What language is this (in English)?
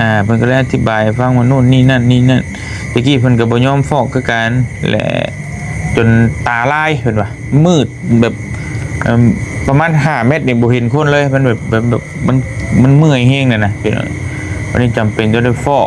Lao